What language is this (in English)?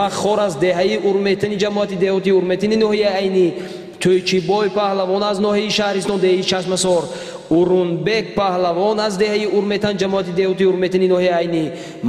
Tajik